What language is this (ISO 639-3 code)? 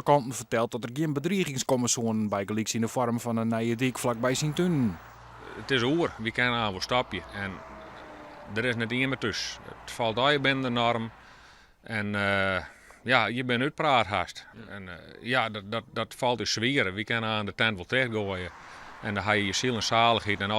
fry